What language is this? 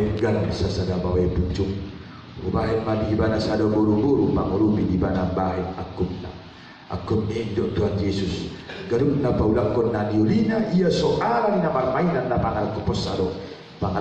Batak Toba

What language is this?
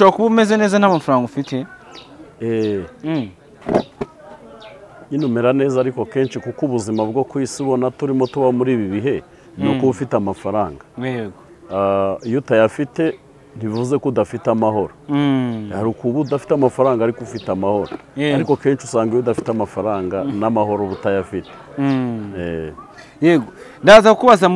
Kinyarwanda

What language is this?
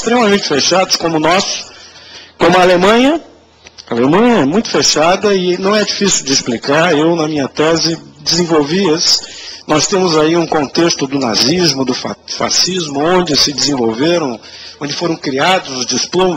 Portuguese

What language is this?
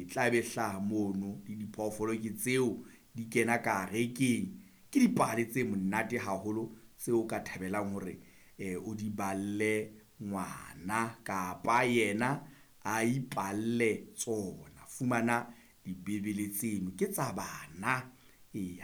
Southern Sotho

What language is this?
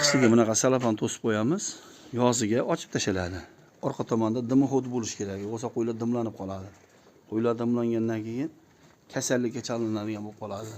Uzbek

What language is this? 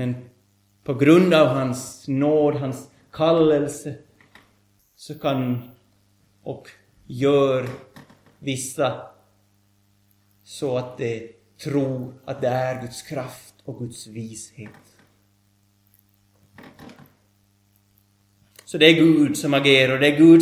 Swedish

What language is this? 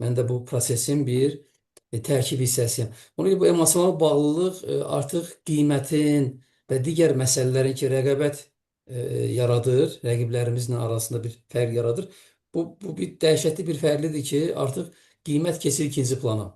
Azerbaijani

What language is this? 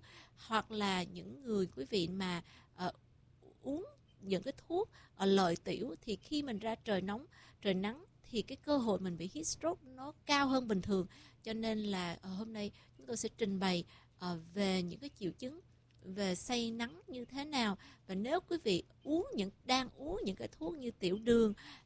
Vietnamese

